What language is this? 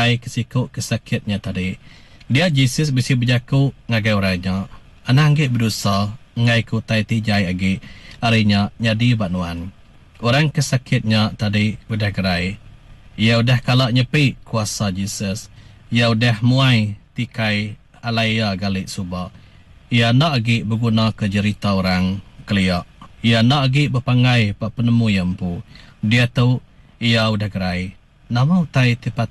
Iban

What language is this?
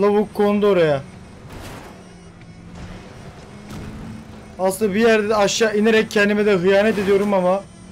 Turkish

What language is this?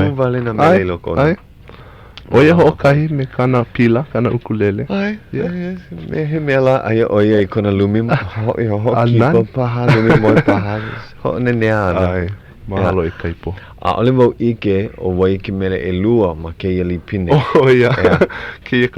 Hawaiian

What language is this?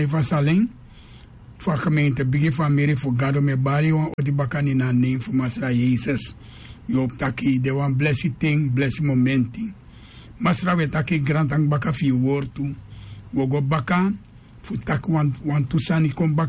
Sranan Tongo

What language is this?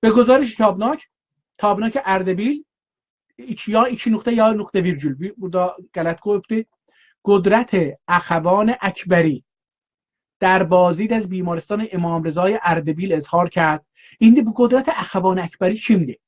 South Azerbaijani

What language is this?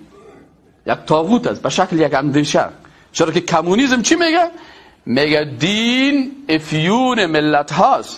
Persian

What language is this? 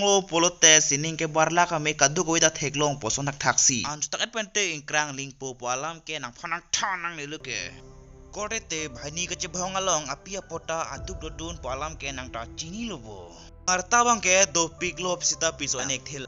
Karbi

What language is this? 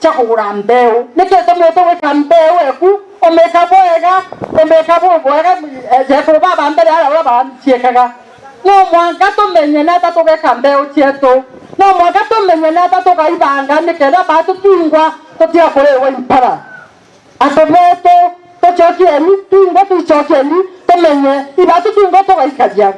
Meru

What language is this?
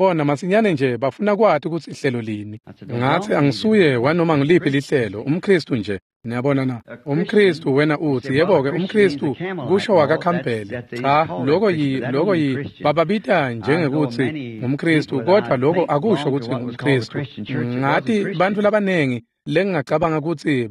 Swati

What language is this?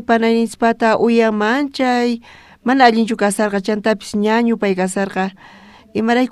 South Bolivian Quechua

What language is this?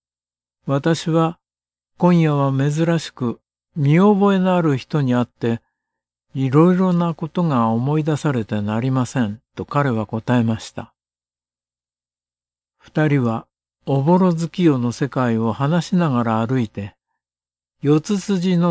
Japanese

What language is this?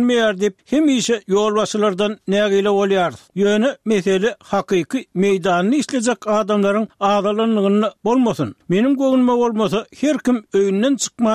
Turkmen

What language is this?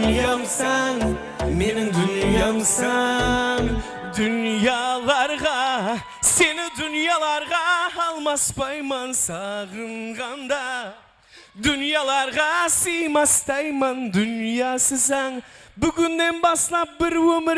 Kara-Kalpak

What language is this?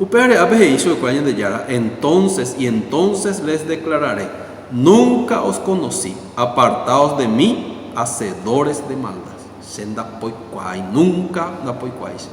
Guarani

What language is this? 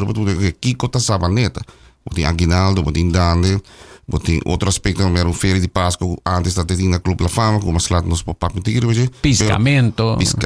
Papiamento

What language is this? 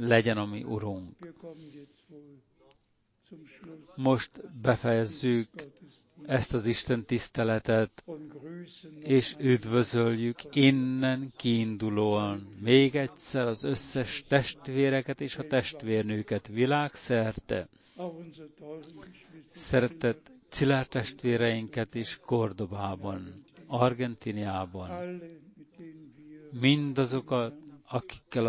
Hungarian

